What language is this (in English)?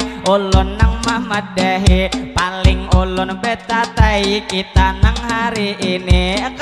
Banjar